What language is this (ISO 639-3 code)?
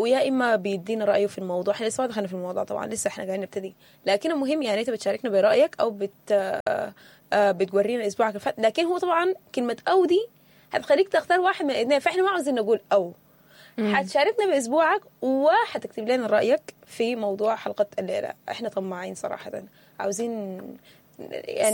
apd